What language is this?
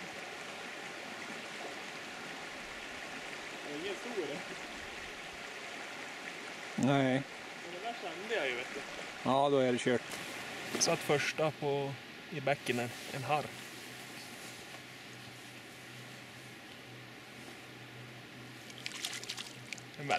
Swedish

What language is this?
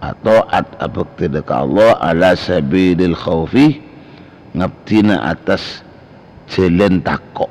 Madurese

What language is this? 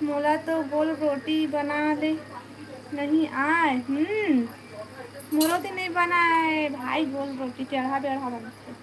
Chhattisgarhi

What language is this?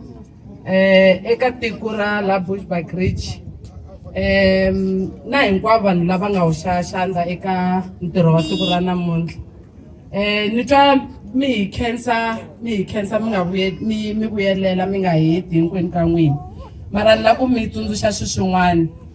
Tsonga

